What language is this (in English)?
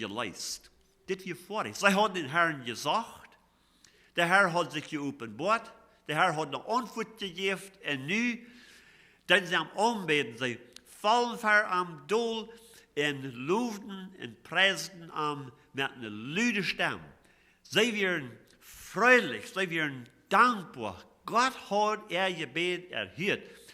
Plautdietsch